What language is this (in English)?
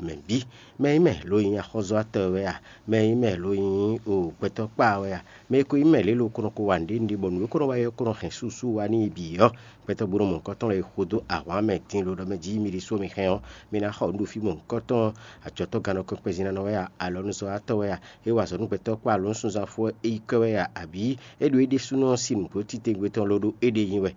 Fon